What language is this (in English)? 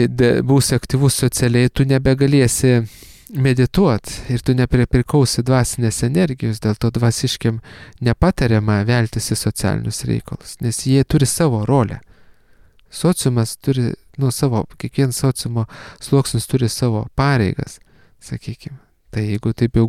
Lithuanian